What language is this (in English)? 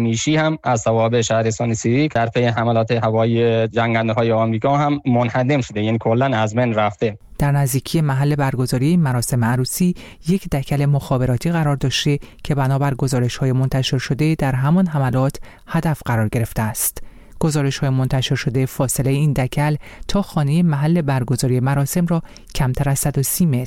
Persian